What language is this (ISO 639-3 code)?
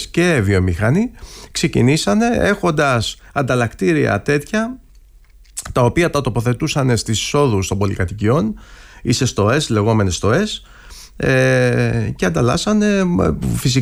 ell